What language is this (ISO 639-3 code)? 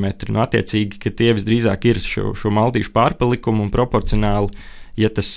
lav